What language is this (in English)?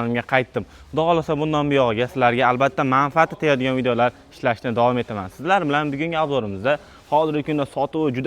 Uzbek